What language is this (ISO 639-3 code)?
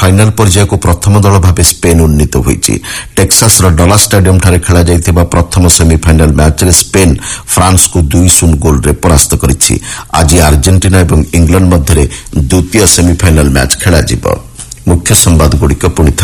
ori